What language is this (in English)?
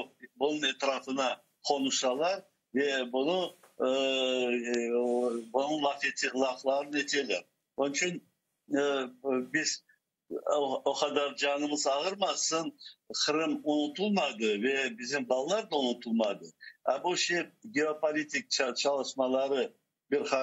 Crimean Tatar